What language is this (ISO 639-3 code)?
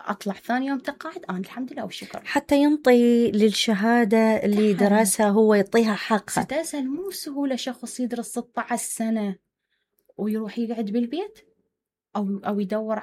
acm